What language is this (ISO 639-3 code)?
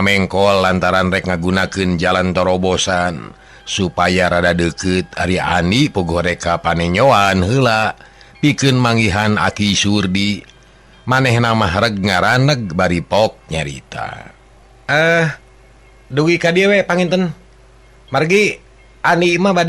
sun